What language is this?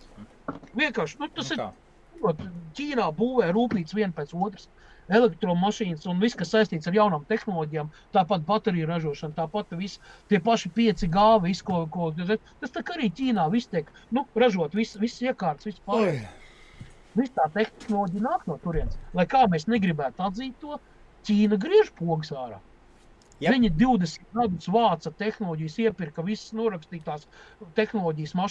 Latvian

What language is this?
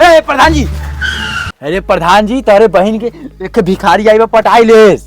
Awadhi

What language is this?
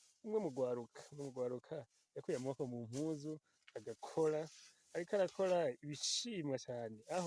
Rundi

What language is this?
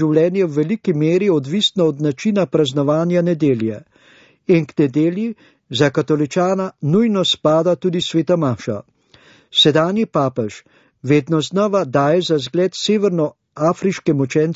Slovenian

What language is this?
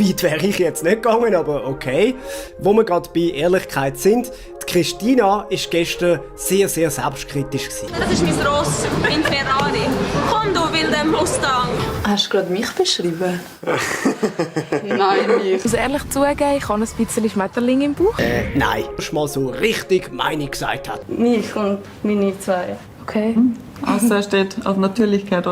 Swiss German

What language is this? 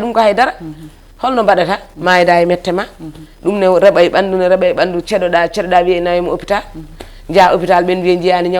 Fula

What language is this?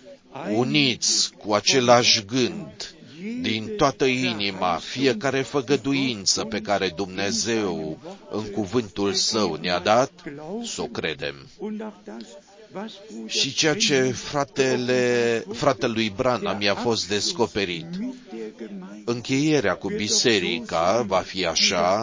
Romanian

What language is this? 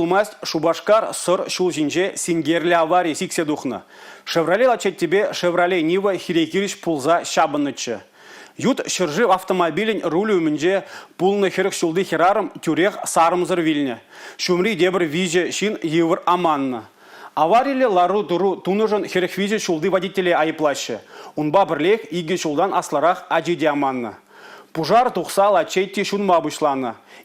Chuvash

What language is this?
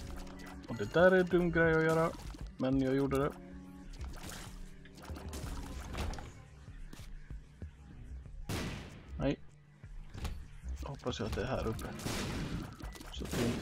Swedish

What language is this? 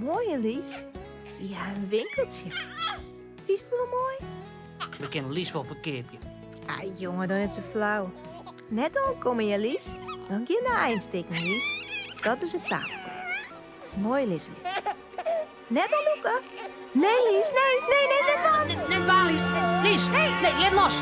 Western Frisian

